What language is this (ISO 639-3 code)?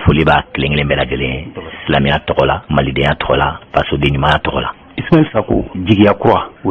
bam